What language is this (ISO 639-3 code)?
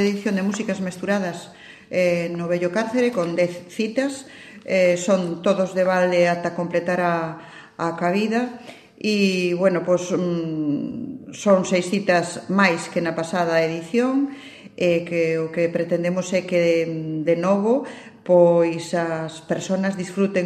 glg